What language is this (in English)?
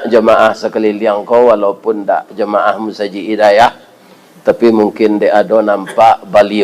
Minangkabau